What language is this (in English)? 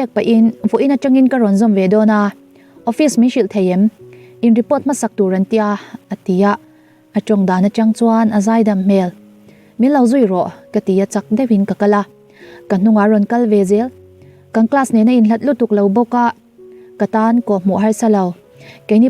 Mizo